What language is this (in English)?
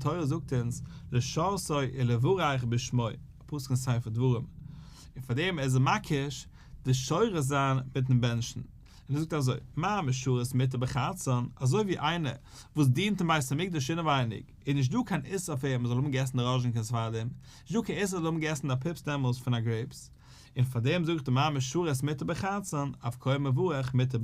Yiddish